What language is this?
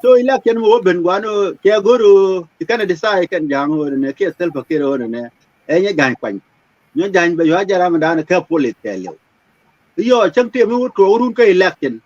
Nuer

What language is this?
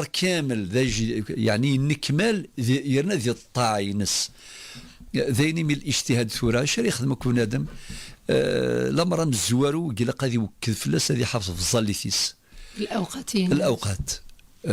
Kabyle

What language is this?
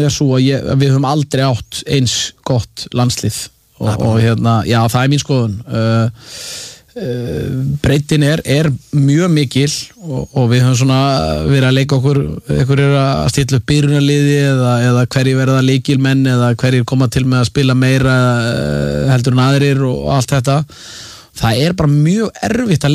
Icelandic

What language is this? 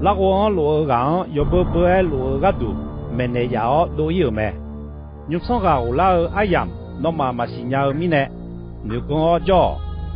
Akha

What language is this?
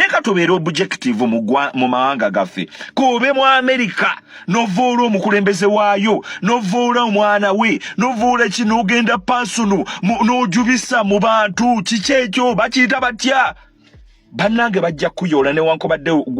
Ganda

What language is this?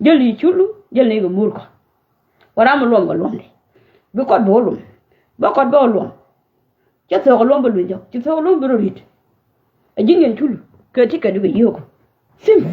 Nuer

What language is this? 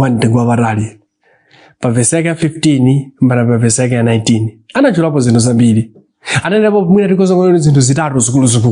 Nyanja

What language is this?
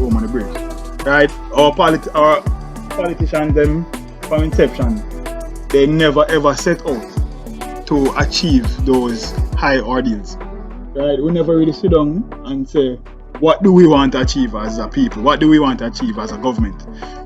Jamaican Creole English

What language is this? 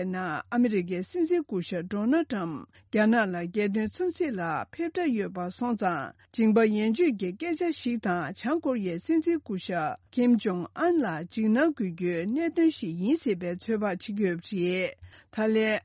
Tibetan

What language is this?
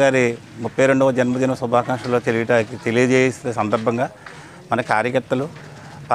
Telugu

